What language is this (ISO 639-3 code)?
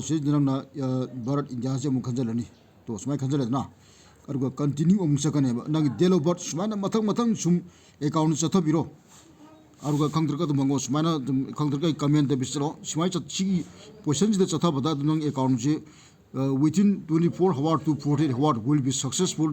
mni